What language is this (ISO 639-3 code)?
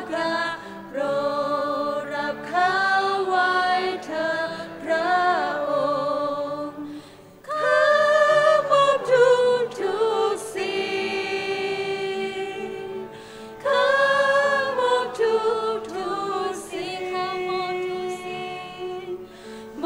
tha